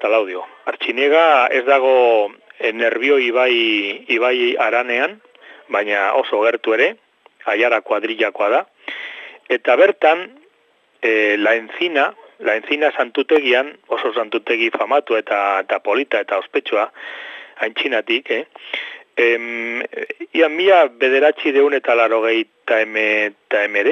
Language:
Basque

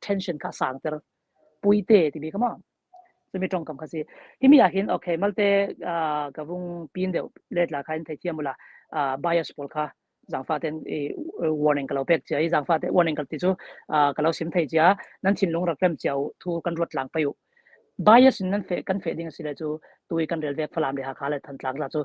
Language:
Falam Chin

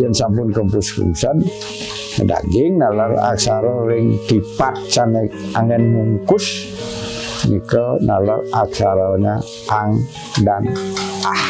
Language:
Balinese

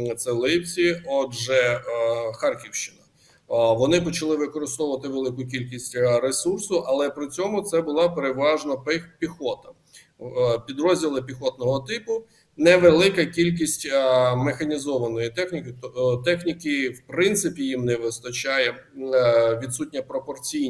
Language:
Ukrainian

